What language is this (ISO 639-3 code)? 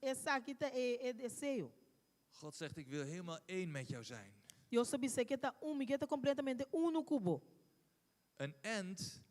pap